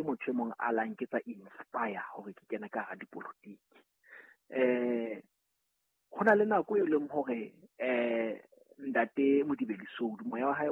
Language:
Southern Sotho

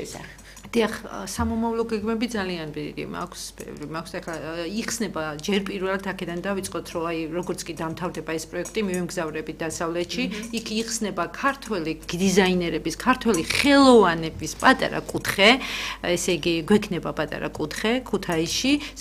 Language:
Georgian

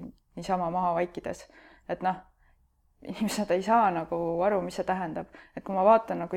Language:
Estonian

